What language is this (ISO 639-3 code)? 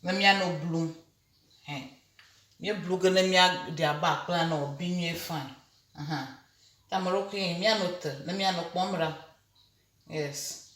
ewe